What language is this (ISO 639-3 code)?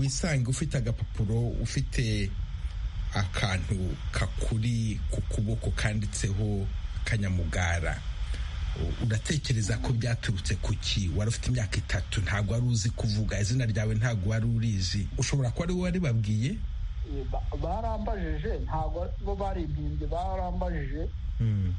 kin